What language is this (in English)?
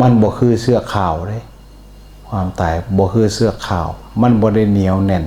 Northeastern Thai